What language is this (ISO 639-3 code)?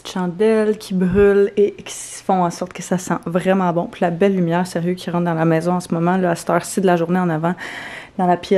fra